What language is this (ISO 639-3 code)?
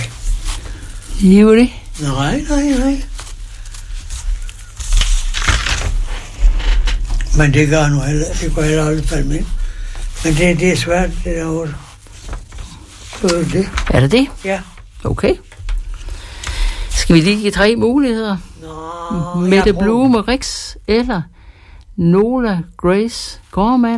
dan